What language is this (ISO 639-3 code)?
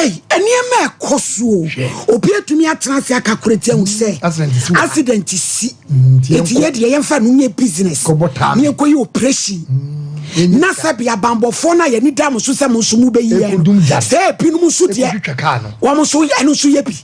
aka